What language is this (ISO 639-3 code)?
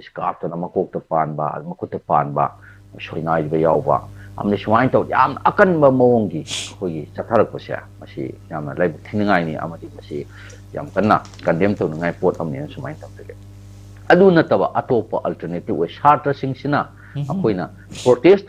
mni